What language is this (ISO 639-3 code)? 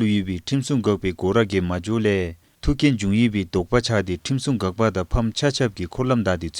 dzo